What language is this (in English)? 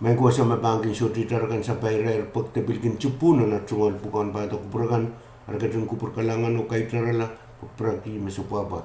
Pohnpeian